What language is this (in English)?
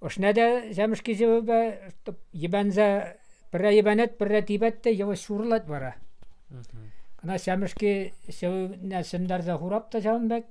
Chuvash